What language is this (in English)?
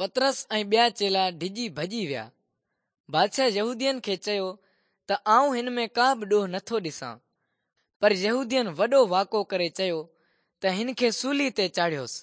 Sindhi